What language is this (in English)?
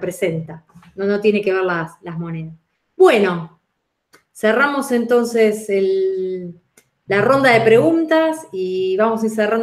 Spanish